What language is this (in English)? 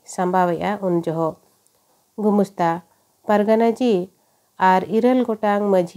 Santali